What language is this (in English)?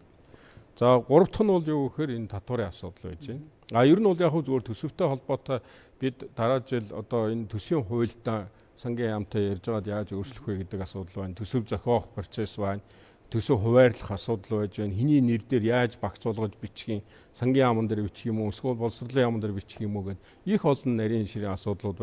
Mongolian